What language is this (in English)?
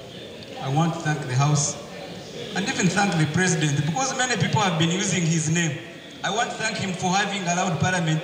Nyankole